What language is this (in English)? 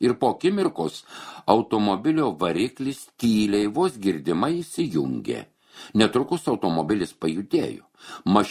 Lithuanian